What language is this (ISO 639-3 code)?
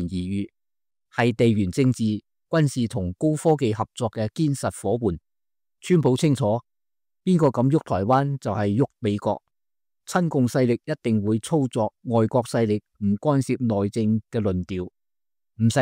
yue